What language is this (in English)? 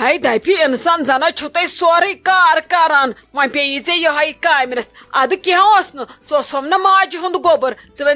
Kashmiri